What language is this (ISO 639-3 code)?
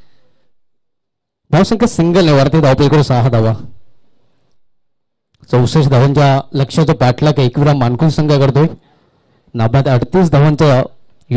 mar